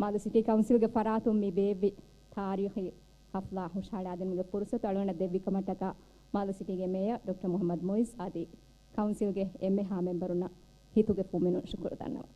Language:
Divehi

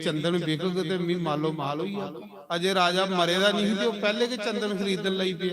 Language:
Dogri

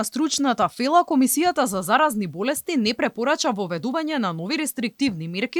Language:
Macedonian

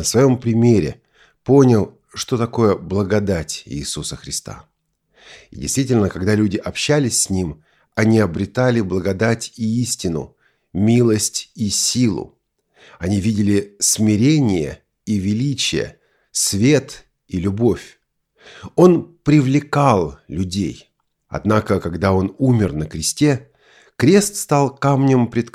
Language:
Russian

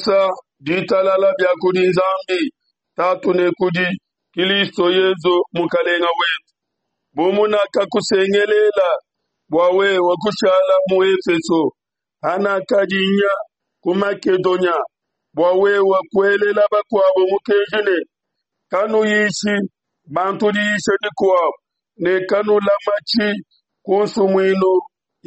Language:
Luba-Lulua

